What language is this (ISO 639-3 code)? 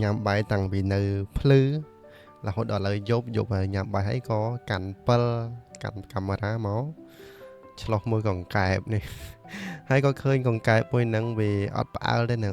khm